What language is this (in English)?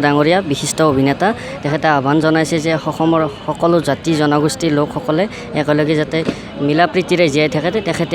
Assamese